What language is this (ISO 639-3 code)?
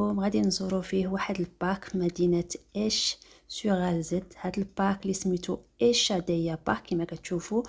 ary